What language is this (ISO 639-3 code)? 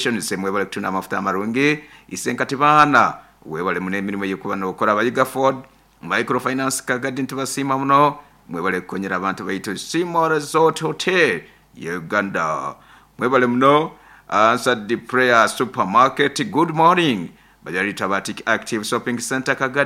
nyo